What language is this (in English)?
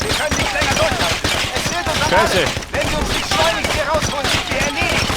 Bavarian